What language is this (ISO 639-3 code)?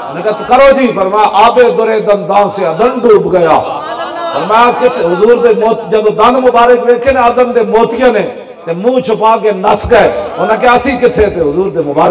lah